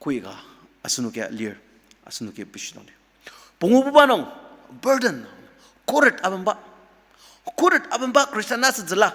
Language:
Ao Naga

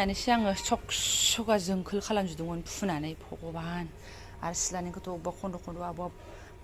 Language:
Bodo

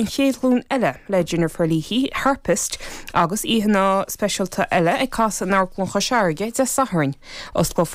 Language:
Irish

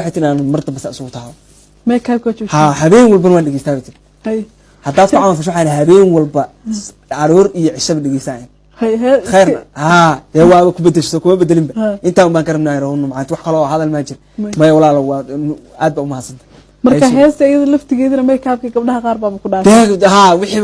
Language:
Somali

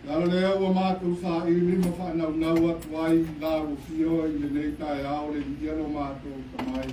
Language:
Samoan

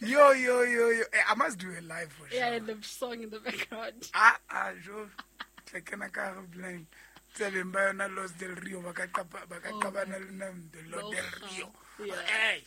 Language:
Southern Sotho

